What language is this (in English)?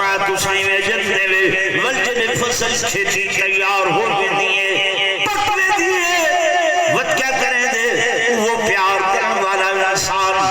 Saraiki